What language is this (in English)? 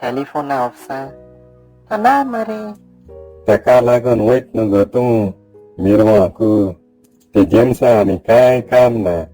Konkani